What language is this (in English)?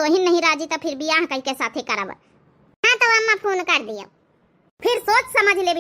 Awadhi